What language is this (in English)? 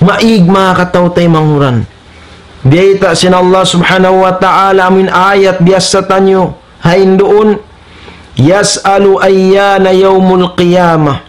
Tausug